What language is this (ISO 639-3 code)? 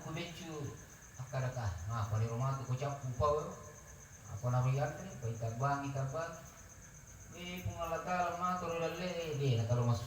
bug